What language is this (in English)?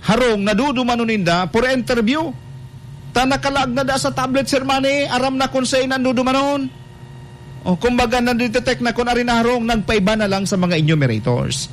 Bikol